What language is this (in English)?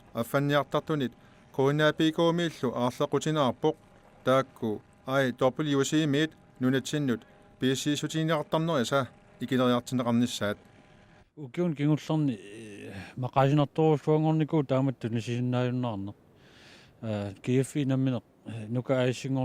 Kalaallisut